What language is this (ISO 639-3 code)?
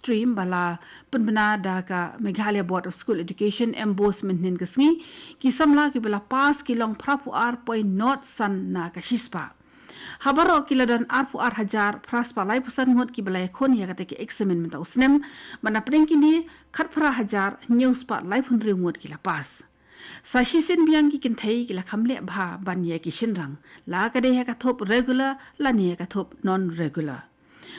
kha